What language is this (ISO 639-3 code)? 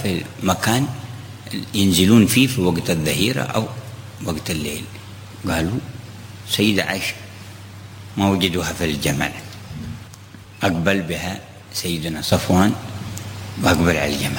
ara